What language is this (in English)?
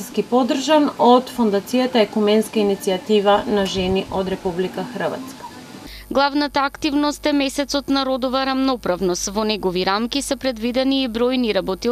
Macedonian